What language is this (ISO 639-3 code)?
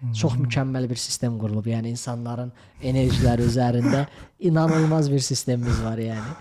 aze